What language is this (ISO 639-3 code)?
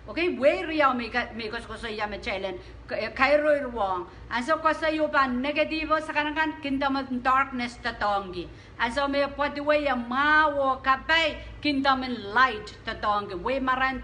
pon